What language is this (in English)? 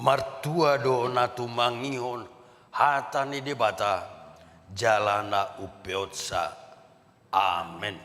Batak Toba